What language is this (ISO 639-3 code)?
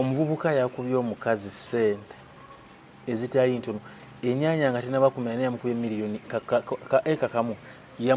lug